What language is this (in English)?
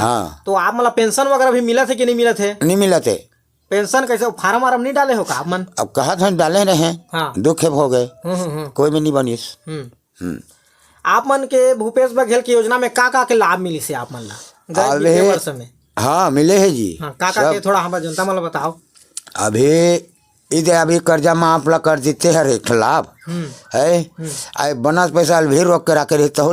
Chhattisgarhi